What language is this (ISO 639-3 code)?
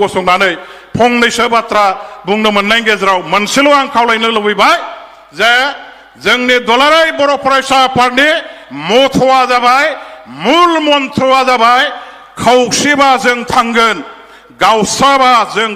brx